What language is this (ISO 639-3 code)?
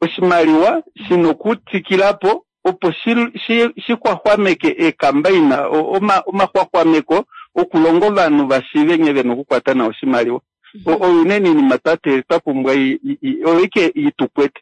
kua